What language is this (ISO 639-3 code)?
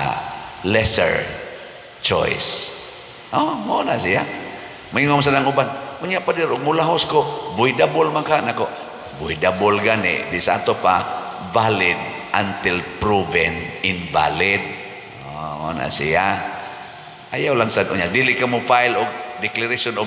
ceb